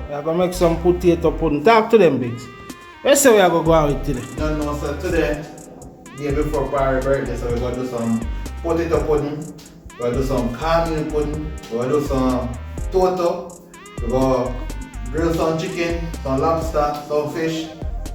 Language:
Jamaican Creole English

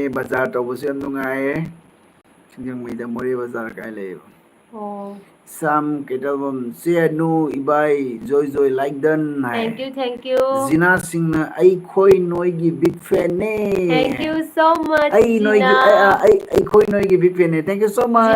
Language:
Manipuri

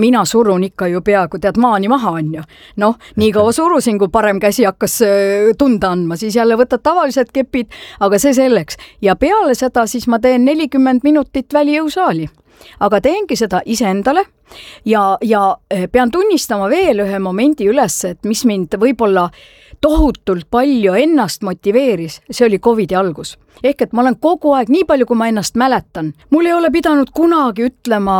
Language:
Estonian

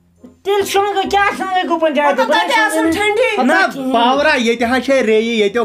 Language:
Kashmiri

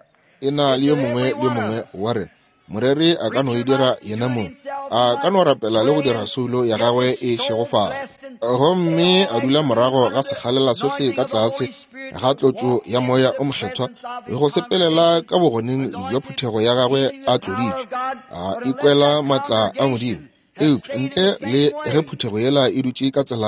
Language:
Northern Sotho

